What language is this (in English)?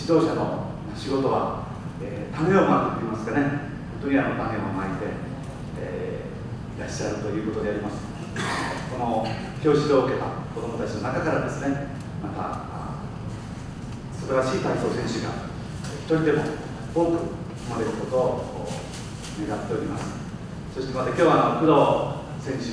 Japanese